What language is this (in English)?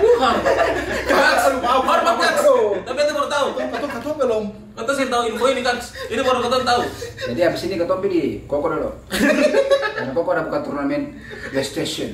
Ambonese Malay